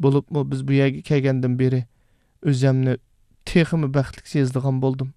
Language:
Uyghur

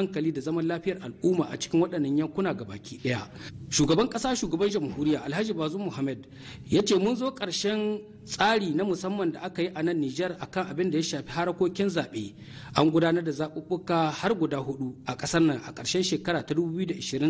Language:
Hausa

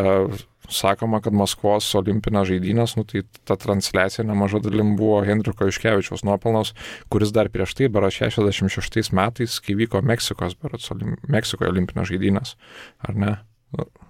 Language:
Lithuanian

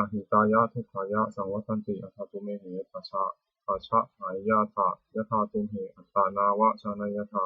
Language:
Pali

